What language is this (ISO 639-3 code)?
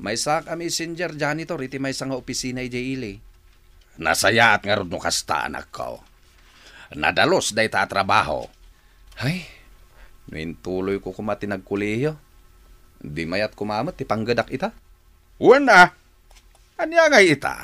ilo